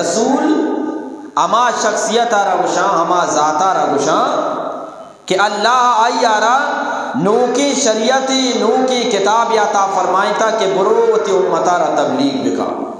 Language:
Eastern Balochi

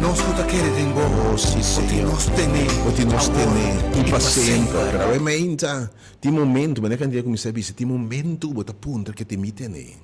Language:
Papiamento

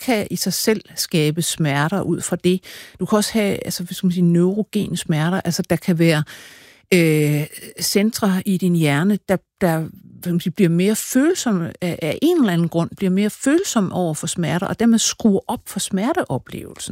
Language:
Danish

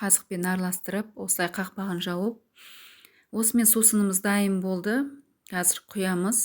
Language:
Kazakh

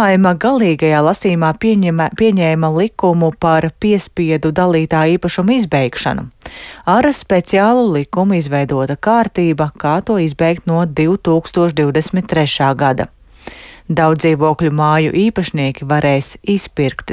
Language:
Latvian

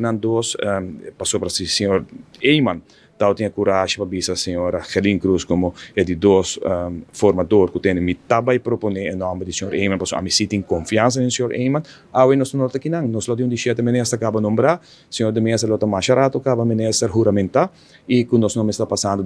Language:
Papiamento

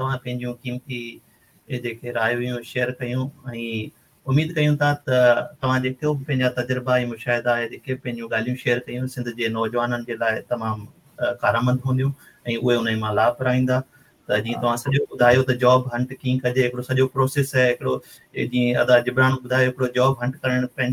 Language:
Sindhi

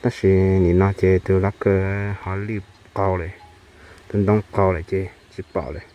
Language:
Hmong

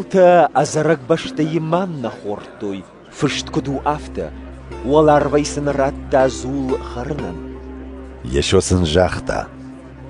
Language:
Ossetic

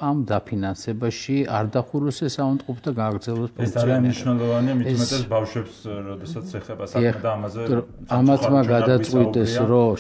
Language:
Georgian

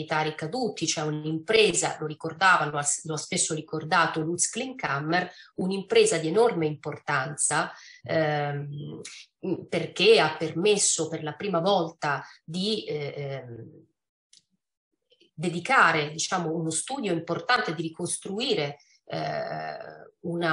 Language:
Italian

